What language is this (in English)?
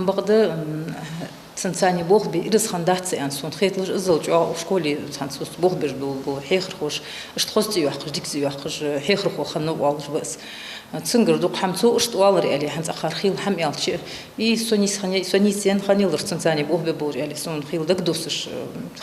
Ingush